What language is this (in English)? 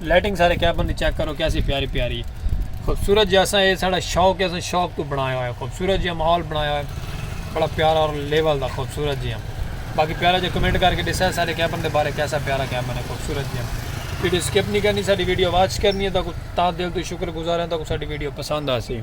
Saraiki